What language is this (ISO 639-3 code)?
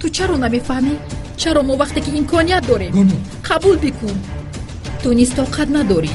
tgk